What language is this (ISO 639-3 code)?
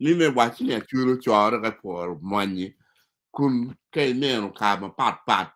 ach